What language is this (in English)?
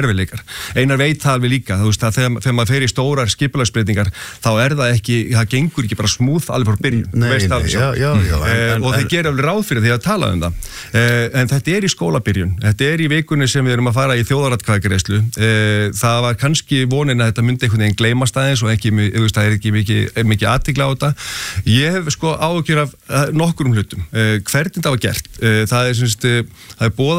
Icelandic